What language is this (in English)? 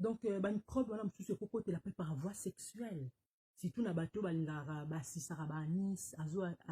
Lingala